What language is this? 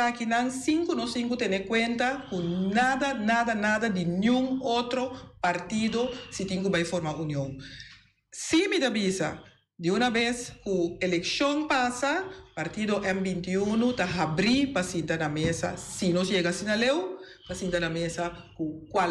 Papiamento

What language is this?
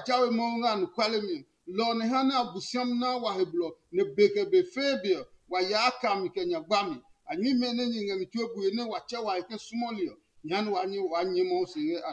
Adangme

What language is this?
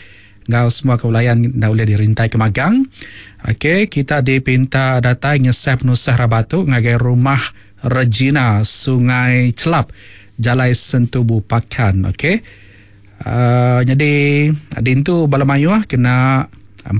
Iban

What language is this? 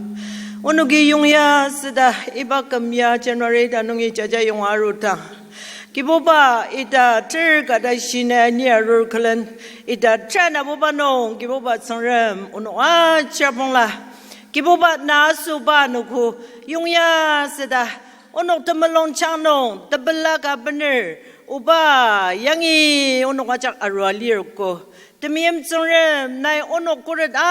Ao Naga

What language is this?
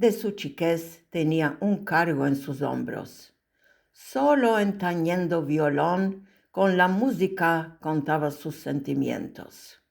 Ladino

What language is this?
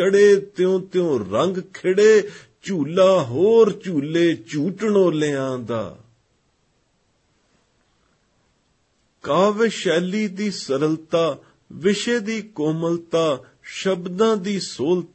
Punjabi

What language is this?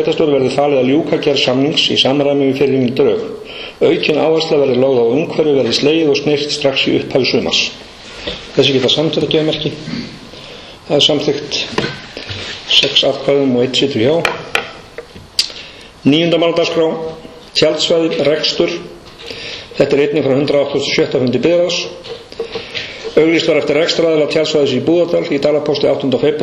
Icelandic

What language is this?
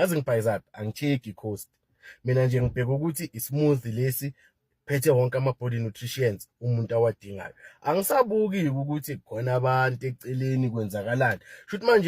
Zulu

